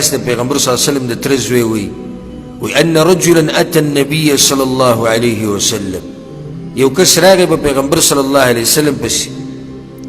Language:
Pashto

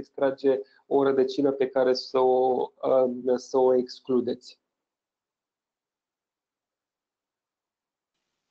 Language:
Romanian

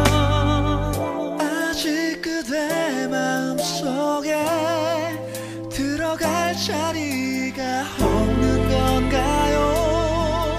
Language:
Korean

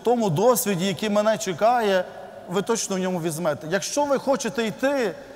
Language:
Ukrainian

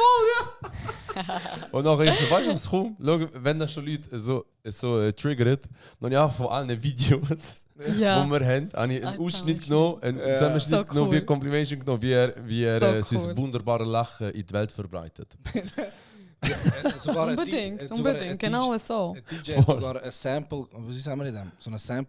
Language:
Swiss German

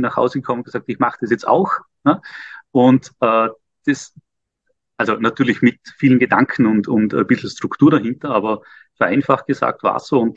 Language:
German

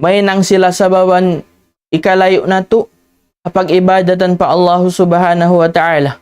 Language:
Tausug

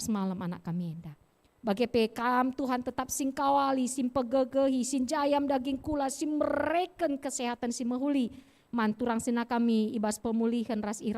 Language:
Batak Karo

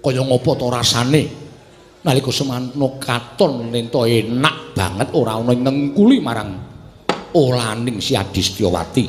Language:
Javanese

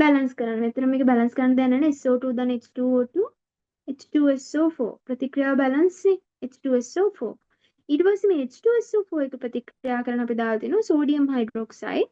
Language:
Sinhala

